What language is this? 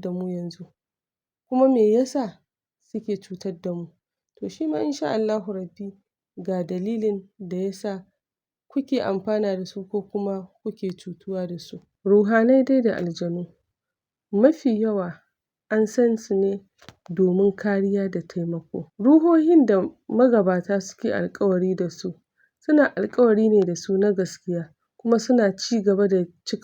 Hausa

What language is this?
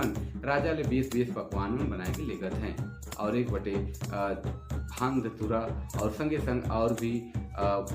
Sadri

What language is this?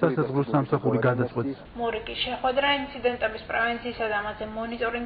Georgian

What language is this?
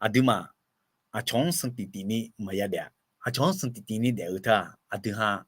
Akha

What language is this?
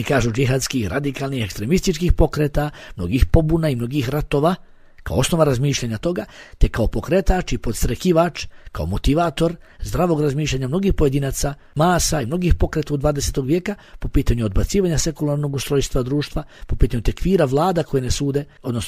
Bosnian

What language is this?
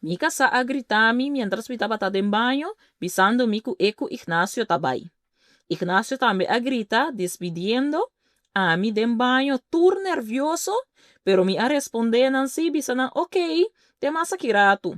Papiamento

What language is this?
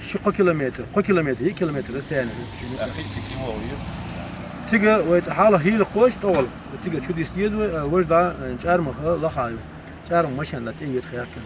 Chechen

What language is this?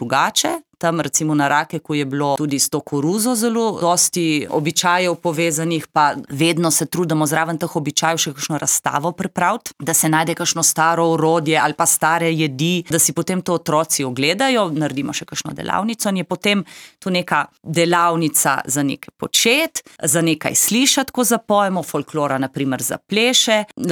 Slovenian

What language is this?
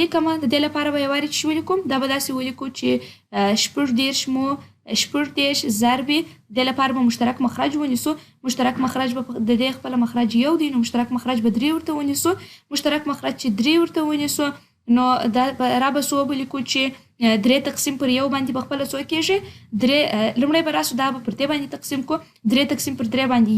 Pashto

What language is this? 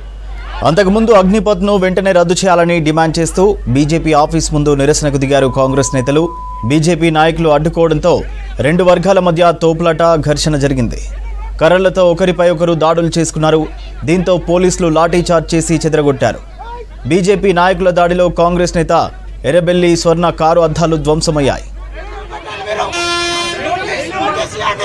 Telugu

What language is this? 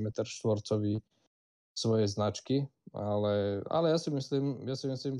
Slovak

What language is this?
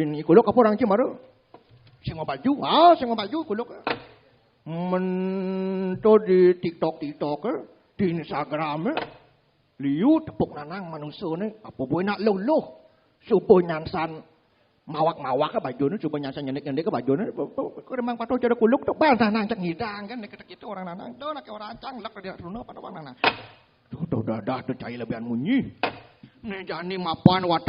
Balinese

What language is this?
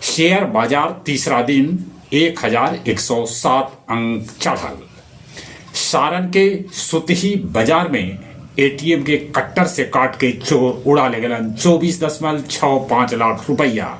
Magahi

